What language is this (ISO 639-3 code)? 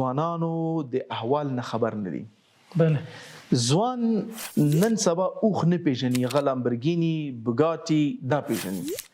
pus